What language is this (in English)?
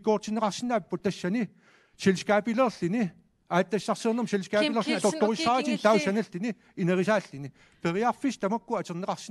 Kalaallisut